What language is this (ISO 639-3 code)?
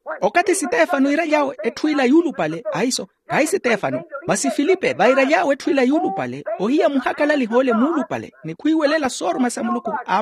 vmw